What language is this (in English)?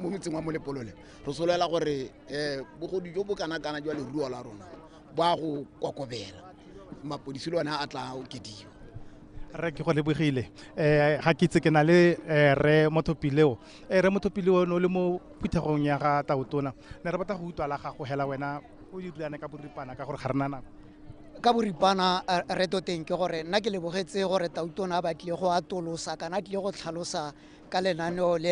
Tswana